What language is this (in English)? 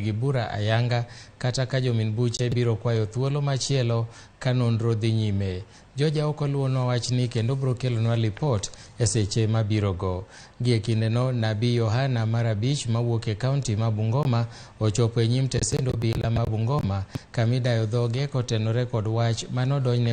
Luo (Kenya and Tanzania)